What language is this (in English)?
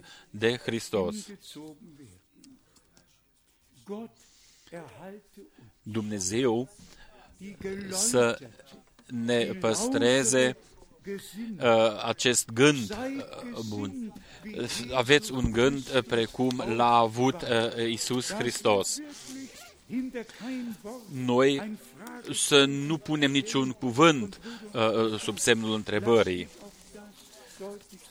Romanian